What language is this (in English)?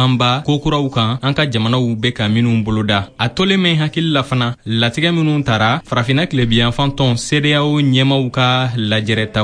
Bambara